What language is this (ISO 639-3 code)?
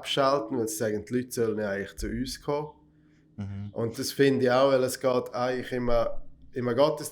gsw